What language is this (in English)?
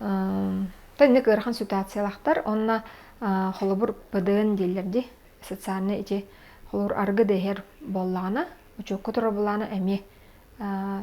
Yakut